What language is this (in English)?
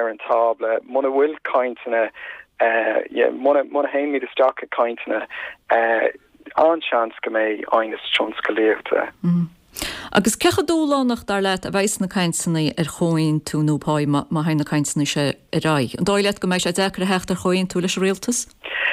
Irish